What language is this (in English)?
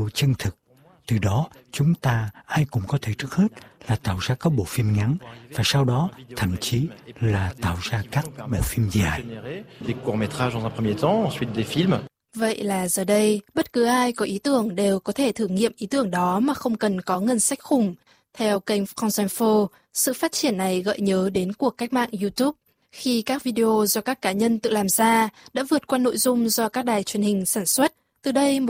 Vietnamese